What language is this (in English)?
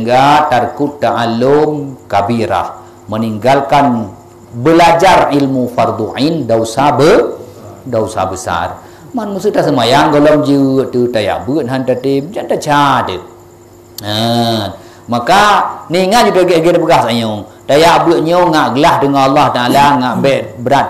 Achinese